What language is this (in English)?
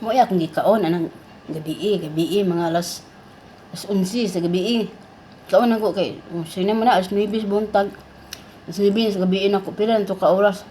Cebuano